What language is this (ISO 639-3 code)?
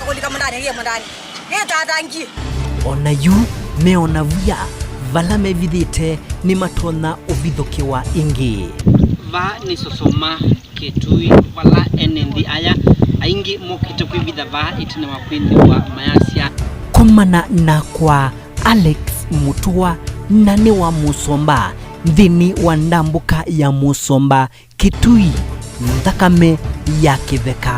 kam